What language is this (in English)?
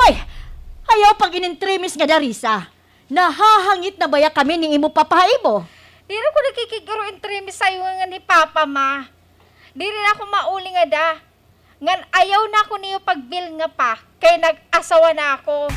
Waray